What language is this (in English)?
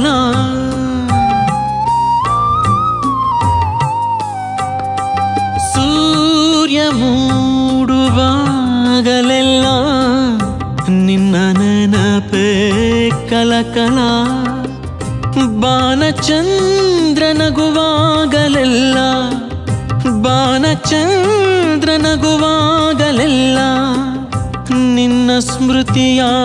Kannada